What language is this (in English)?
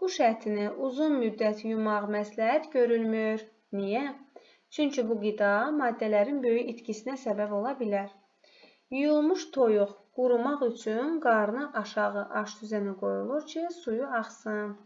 Azerbaijani